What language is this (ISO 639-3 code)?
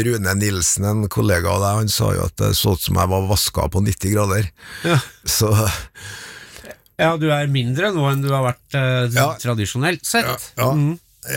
nor